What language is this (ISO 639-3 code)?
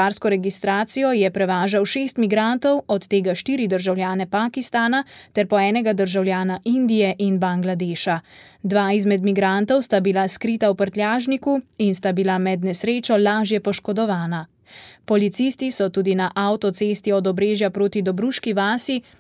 slv